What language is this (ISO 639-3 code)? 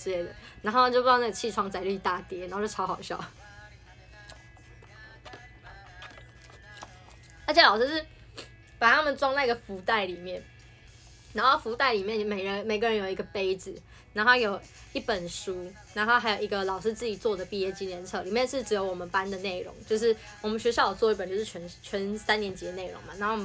zho